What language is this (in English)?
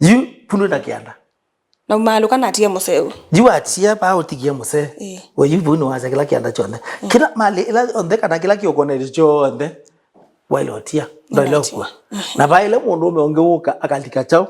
Kamba